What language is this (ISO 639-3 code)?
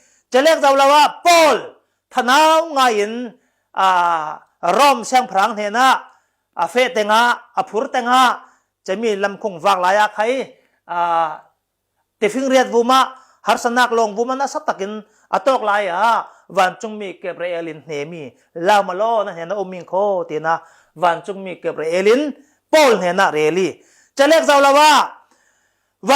cfm